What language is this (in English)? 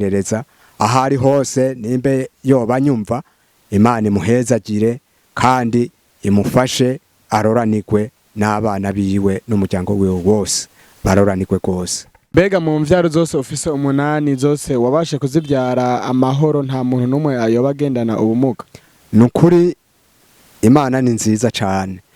Rundi